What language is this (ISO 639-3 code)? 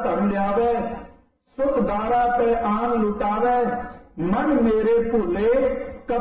pan